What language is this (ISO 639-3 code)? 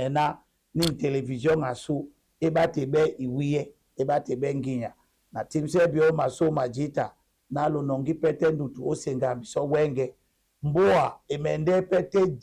dua